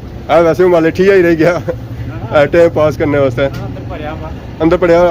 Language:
Pahari-Potwari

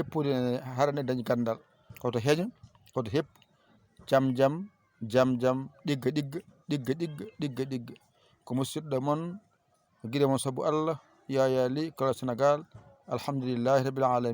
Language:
Fula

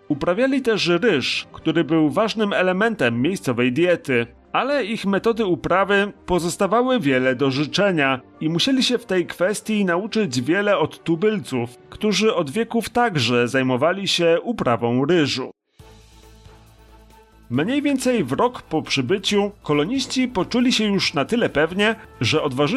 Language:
Polish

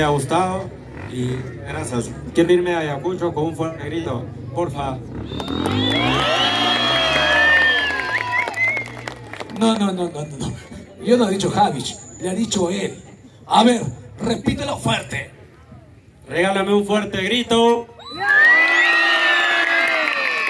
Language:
Spanish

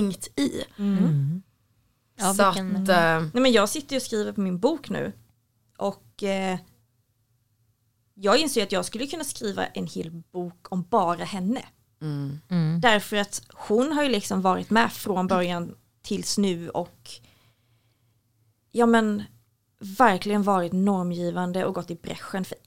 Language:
Swedish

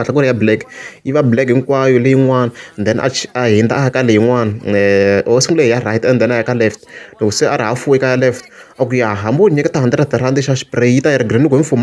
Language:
Tsonga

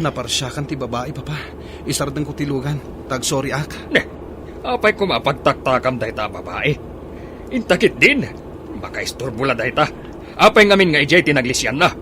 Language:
Iloko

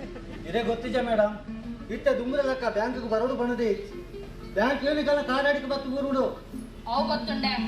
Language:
Tulu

